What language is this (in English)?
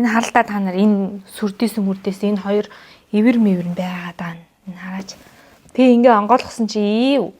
Mongolian